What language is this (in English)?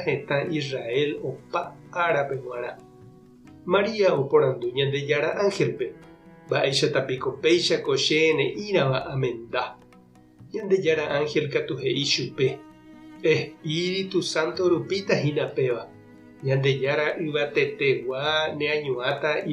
Guarani